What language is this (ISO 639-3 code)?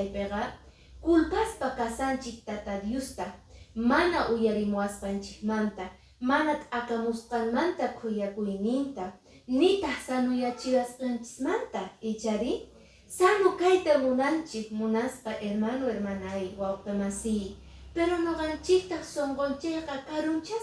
que